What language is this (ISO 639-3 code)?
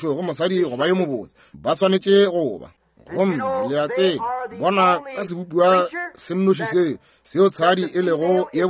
nso